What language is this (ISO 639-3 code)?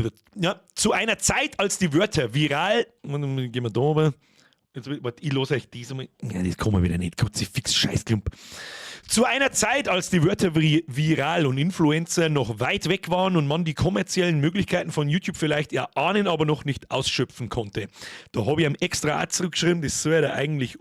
bar